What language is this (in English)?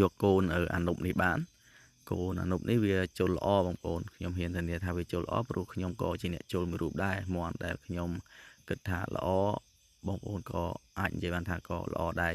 Khmer